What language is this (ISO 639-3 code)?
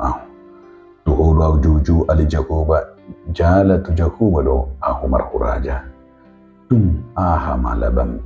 bbc